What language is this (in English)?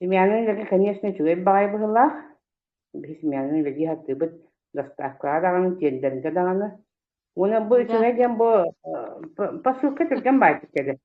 Yakut